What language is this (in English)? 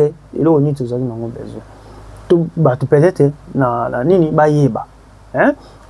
Lingala